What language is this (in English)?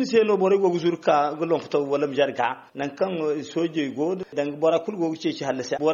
Zarma